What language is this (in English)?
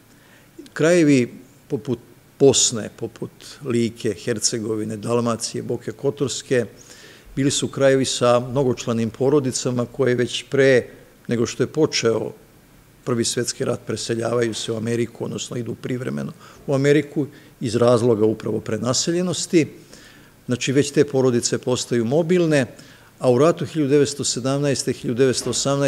Serbian